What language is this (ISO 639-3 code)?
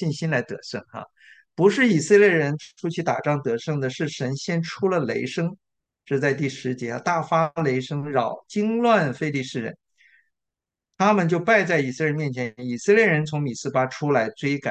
zho